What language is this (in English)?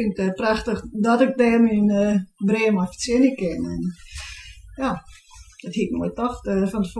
Western Frisian